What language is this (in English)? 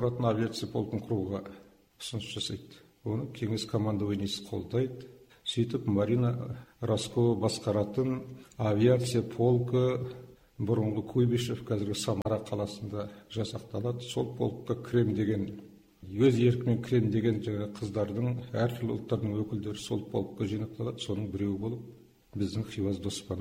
Kazakh